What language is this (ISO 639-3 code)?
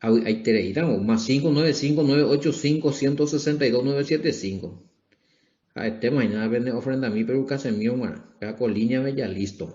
grn